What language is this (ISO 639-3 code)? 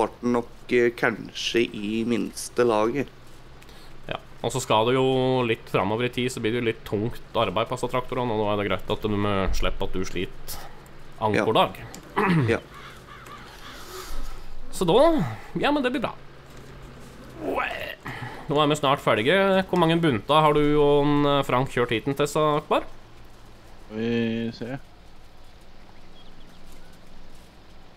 nor